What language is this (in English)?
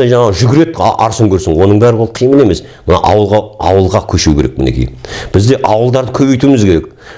Kazakh